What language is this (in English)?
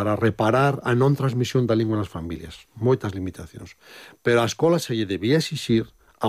Galician